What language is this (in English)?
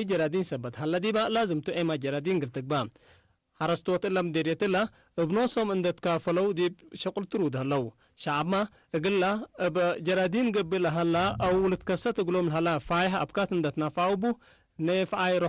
Tigre